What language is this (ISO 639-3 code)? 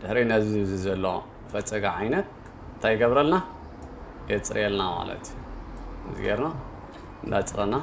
tir